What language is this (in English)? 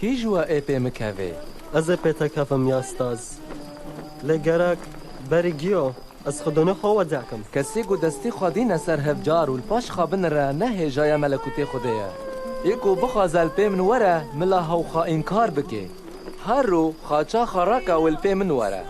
Kurdish